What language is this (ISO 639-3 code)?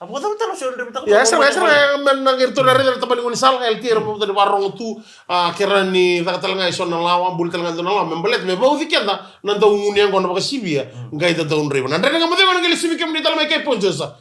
fij